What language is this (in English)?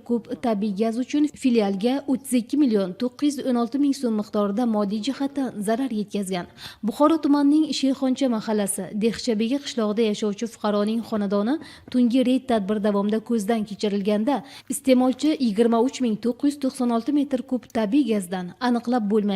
Uzbek